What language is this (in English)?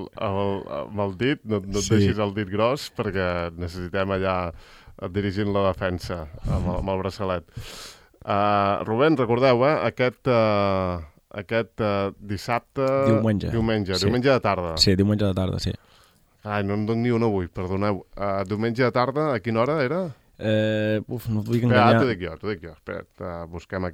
Catalan